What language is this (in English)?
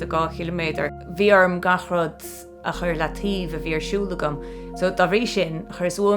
Irish